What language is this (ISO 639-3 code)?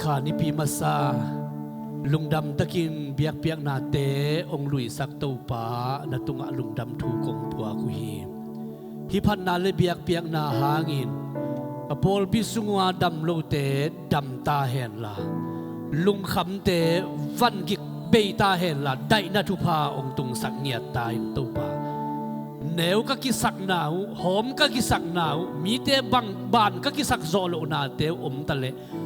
ctd